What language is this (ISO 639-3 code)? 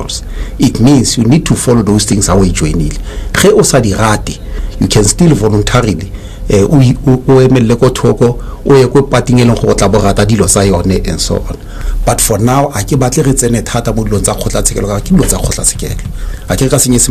tsn